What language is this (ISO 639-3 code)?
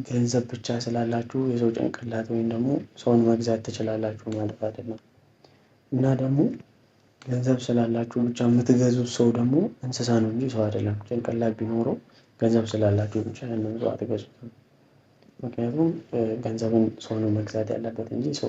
amh